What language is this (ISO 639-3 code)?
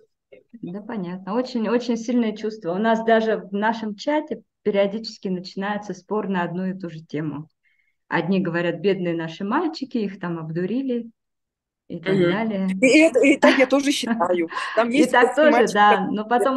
rus